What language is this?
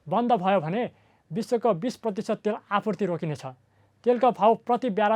Nepali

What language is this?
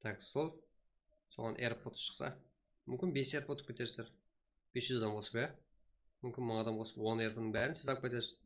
Kara-Kalpak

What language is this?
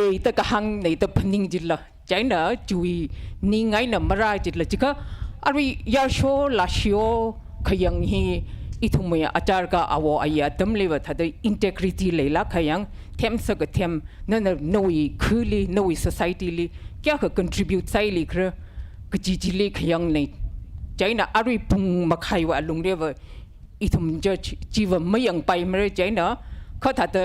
Tangkhul Naga (India)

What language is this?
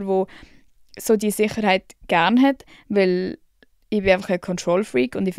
Swiss German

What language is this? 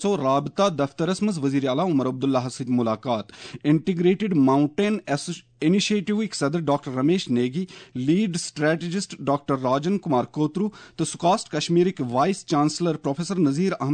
Kashmiri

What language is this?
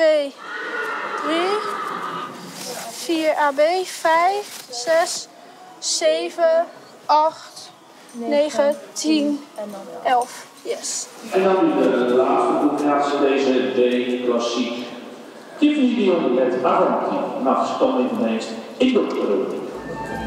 Dutch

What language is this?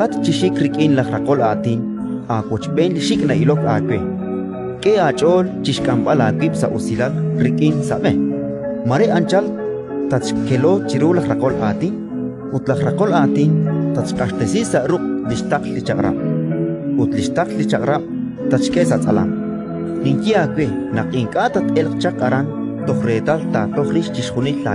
Kekchí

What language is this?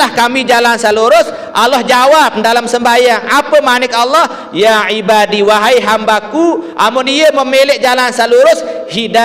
Sasak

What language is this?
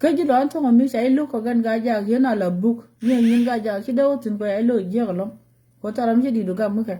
Nuer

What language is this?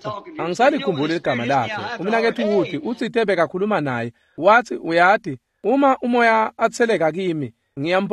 Swati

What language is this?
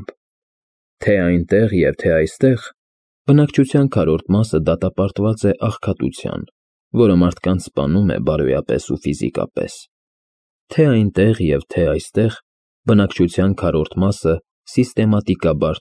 Armenian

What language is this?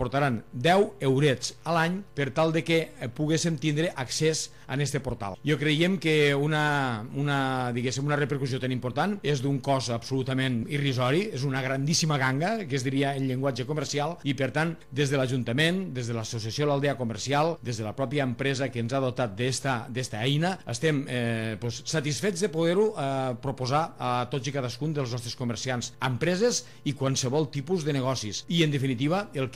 Catalan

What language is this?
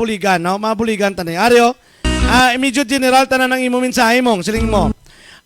Hiligaynon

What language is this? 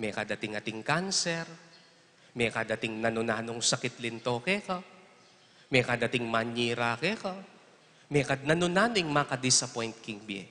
Pampanga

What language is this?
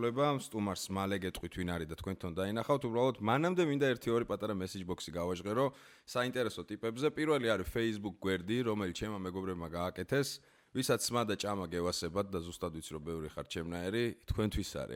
Georgian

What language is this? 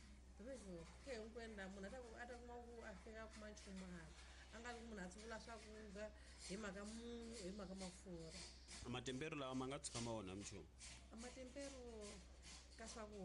Tsonga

